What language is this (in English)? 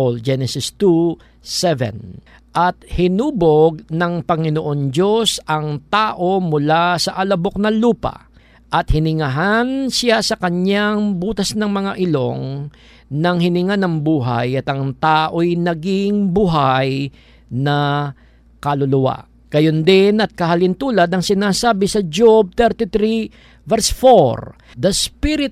Filipino